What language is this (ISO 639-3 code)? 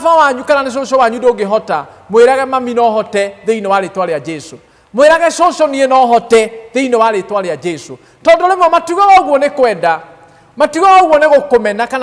kik